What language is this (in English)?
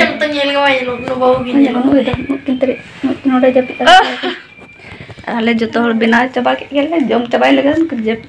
Santali